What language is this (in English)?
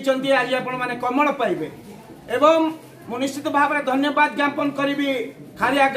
Odia